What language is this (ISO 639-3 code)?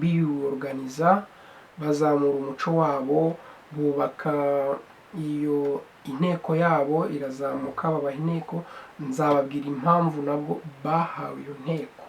kin